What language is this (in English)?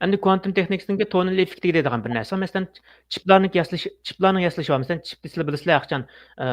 Uyghur